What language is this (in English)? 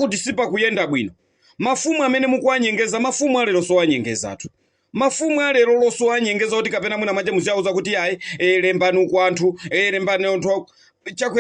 Nyanja